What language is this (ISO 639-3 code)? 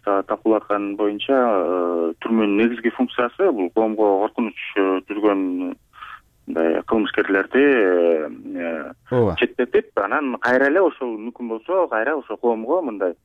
kir